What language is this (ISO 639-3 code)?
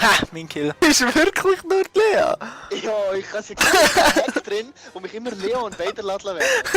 gsw